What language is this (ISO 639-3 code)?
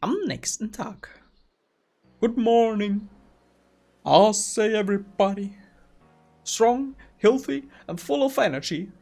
bar